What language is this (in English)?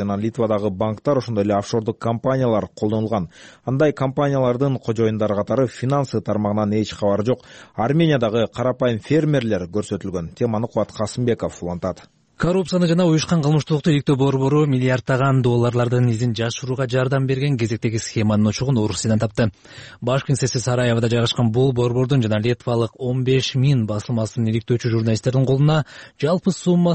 Kyrgyz